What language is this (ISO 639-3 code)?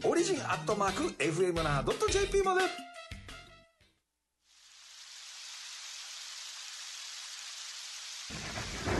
jpn